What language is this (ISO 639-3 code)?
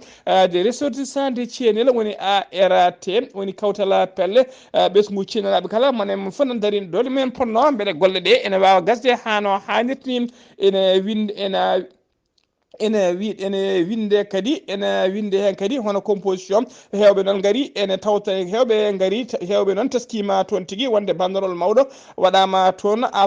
ful